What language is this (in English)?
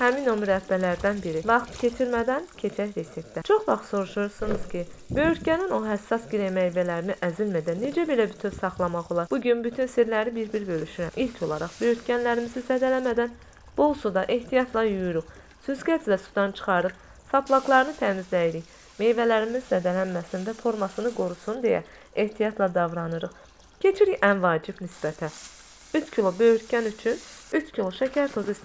Azerbaijani